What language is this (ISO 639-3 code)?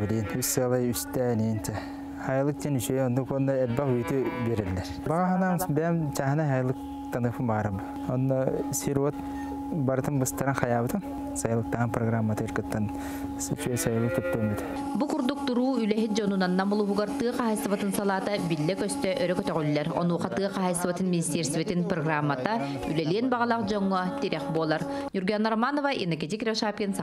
sah